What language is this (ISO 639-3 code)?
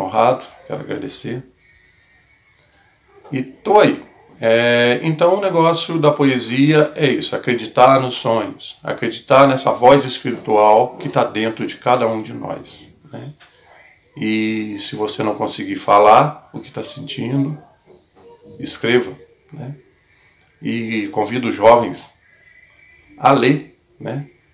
por